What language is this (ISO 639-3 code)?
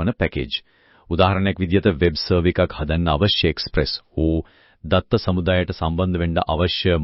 sin